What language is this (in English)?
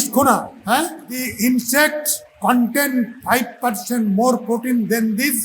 Santali